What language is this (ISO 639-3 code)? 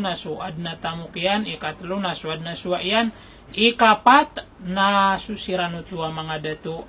mrw